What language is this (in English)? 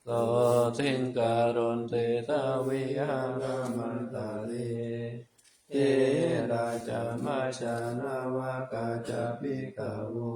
Pali